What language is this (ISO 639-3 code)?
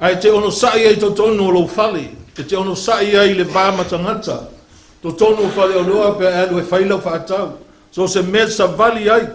smo